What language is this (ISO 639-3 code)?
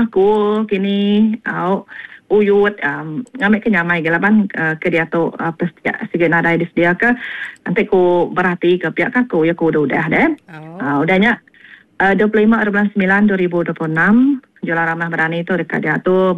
iba